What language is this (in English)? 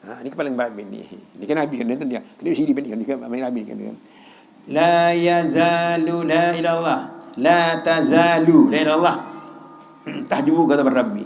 Sasak